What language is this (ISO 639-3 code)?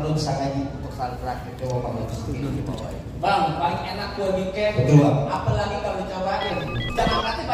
bew